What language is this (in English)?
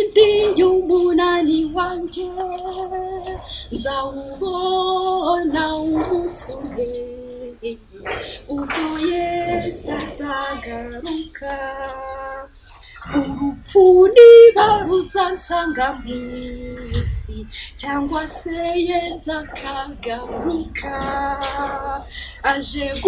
Kinyarwanda